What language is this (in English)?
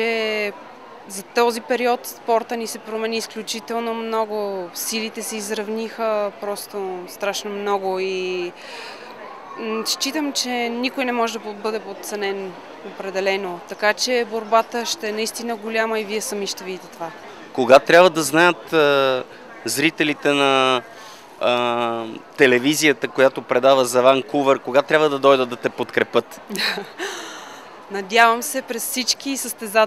Bulgarian